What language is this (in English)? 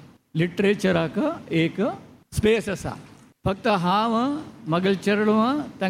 Konkani